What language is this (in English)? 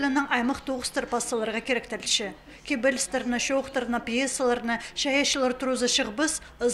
Khakas